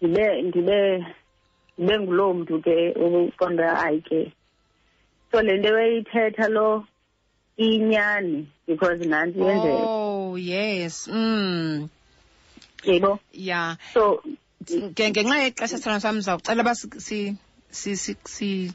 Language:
Xhosa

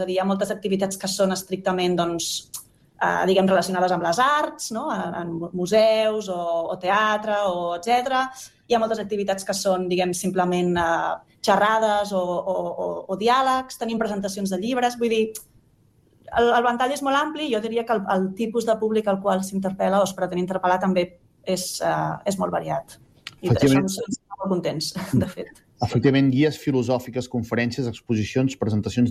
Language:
Catalan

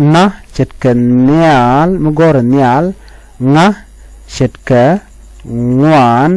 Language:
Nuer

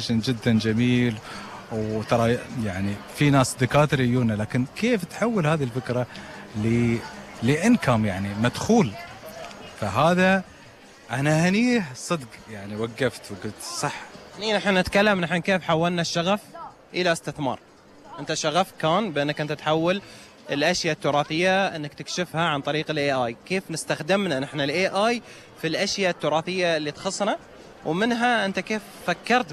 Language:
Gulf Arabic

